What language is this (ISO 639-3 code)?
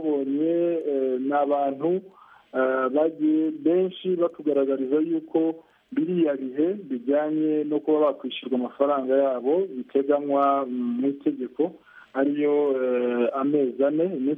kin